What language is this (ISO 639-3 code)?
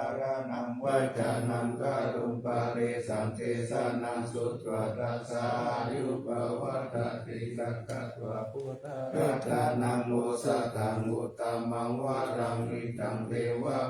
pli